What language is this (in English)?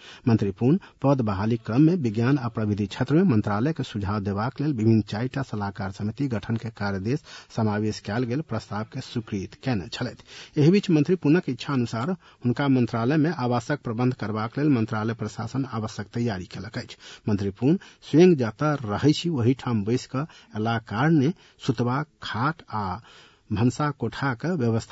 Maithili